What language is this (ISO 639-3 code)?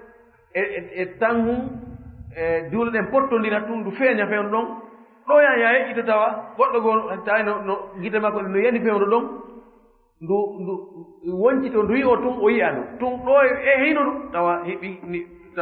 ful